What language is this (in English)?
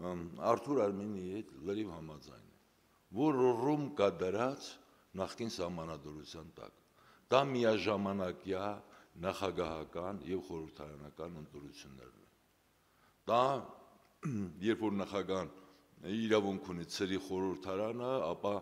Armenian